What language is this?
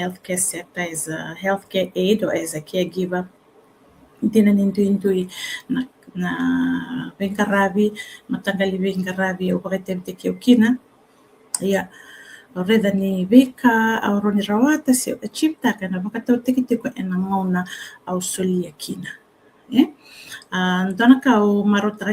Fijian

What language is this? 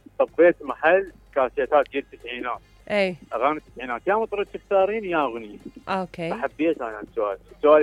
Mesopotamian Arabic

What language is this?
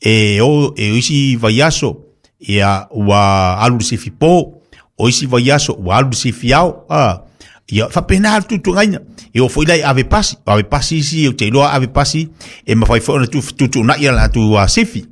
Samoan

